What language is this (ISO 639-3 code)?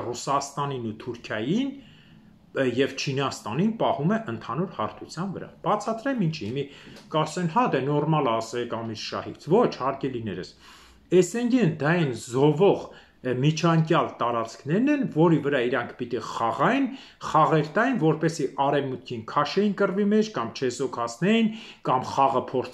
hye